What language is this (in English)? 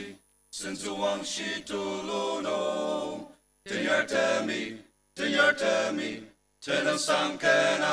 Ao Naga